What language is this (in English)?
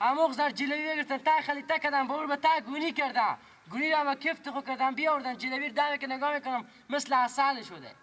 Persian